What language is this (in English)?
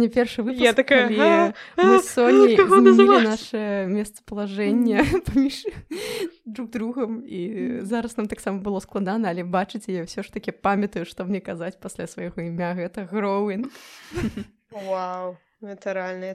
Belarusian